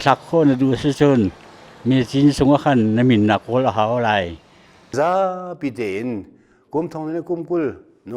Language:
Hakha Chin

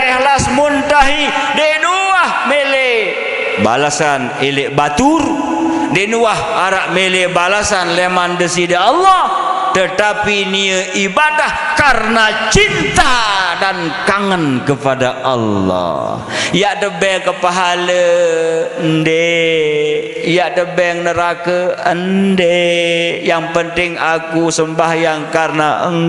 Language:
Sasak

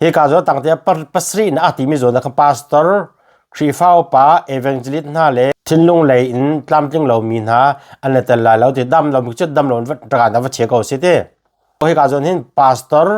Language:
Hakha Chin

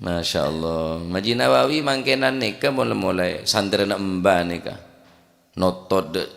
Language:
Madurese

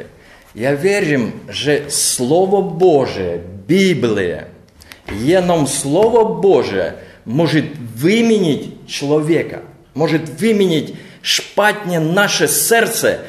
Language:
Czech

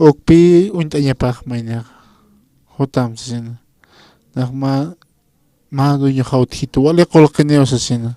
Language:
Aymara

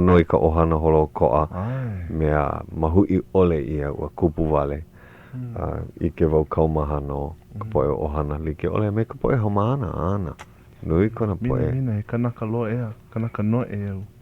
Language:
Hawaiian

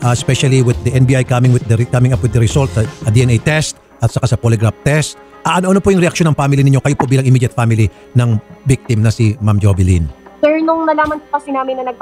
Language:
Filipino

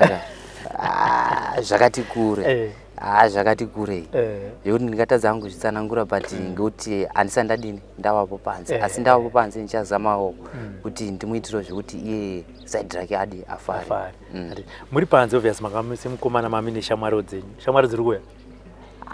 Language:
Shona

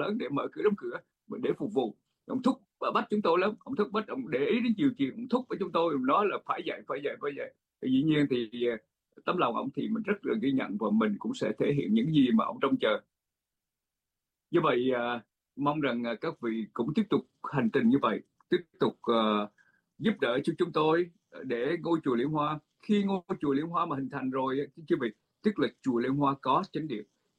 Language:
Vietnamese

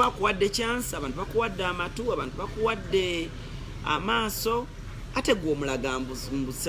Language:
Ganda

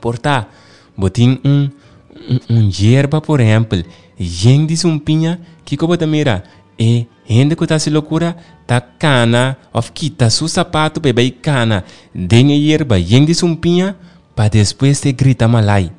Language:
Papiamento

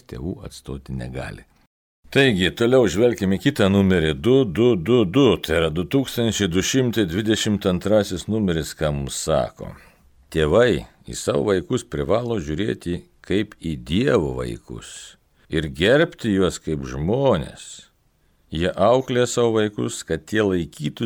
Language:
Lithuanian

